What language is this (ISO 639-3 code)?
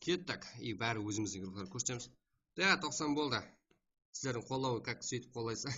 kaa